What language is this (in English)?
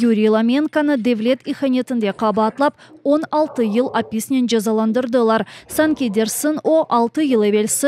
Crimean Tatar